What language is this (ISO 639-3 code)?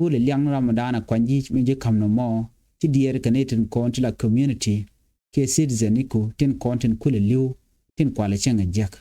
nus